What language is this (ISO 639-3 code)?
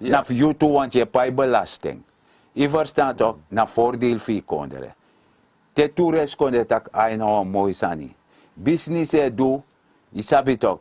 srn